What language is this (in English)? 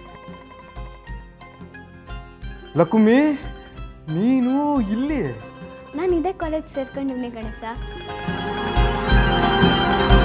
Kannada